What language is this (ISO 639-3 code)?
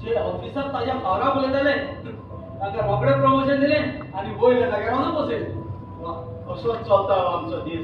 kok